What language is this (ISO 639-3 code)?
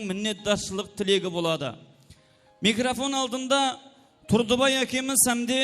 kaa